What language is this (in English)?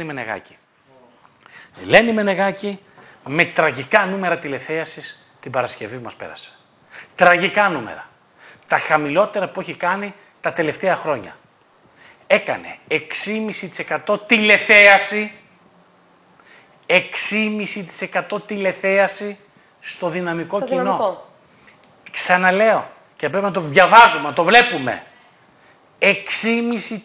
Greek